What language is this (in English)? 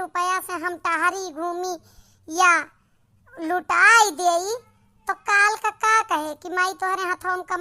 Awadhi